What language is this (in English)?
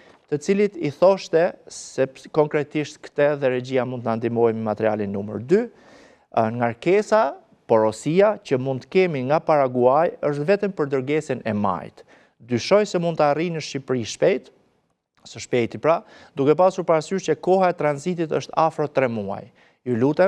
Albanian